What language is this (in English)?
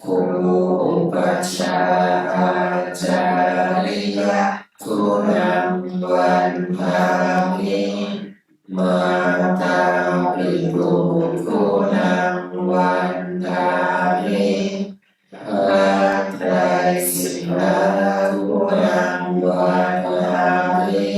Pali